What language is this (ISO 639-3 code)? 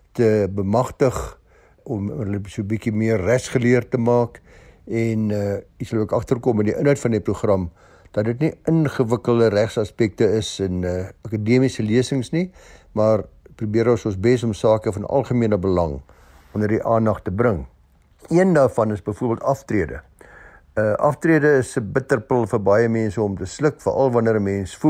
afr